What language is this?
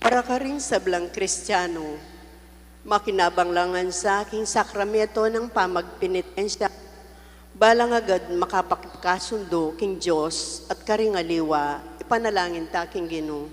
Pampanga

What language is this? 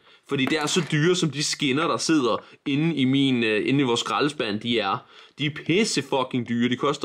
Danish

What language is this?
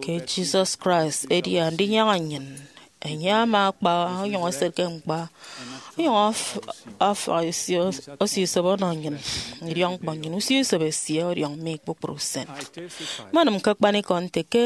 Efik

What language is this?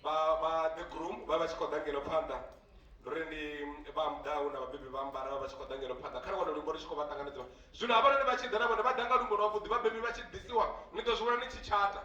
Venda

